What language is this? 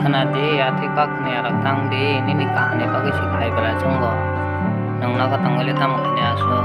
Kok Borok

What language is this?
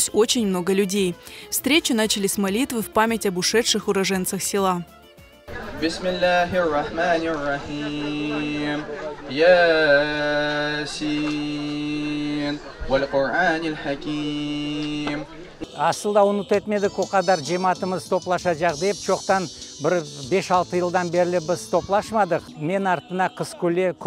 Crimean Tatar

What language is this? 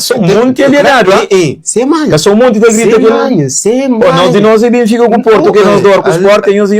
Kabuverdianu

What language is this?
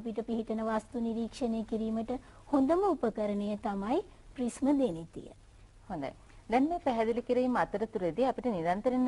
Sinhala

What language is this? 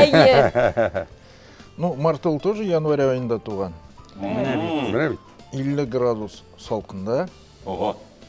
Tatar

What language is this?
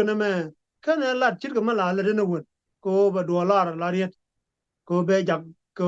Nuer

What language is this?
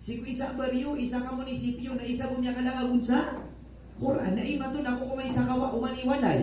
Maranao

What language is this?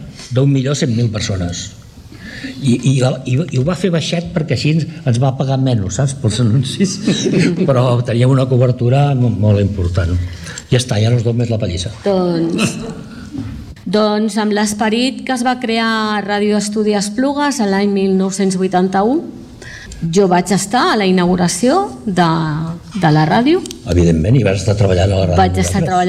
Catalan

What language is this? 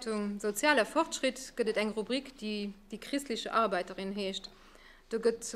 Luxembourgish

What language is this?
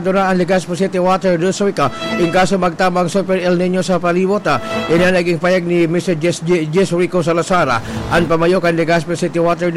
Bikol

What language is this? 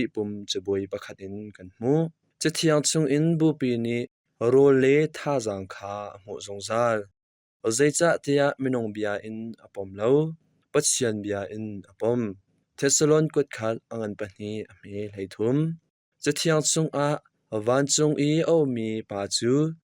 Hakha Chin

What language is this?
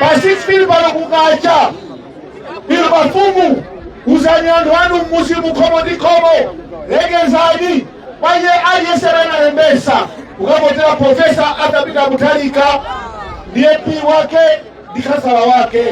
Nyanja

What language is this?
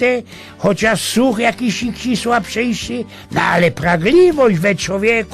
Silesian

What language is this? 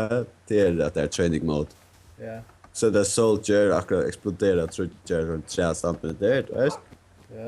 Faroese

